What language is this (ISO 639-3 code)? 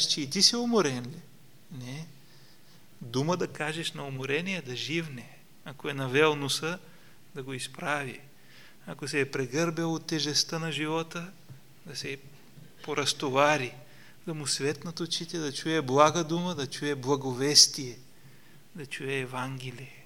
bul